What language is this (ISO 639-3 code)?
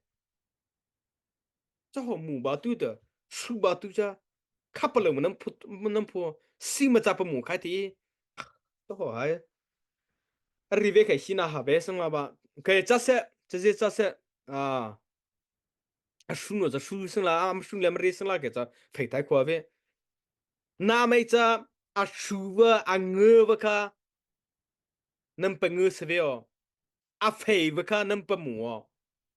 mrh